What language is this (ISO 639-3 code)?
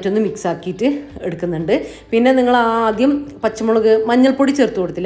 mal